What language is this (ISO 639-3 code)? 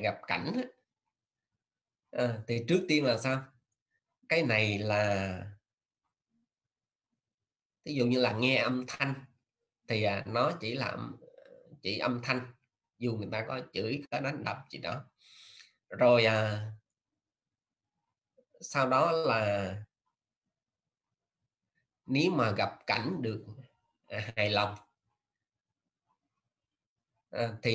vie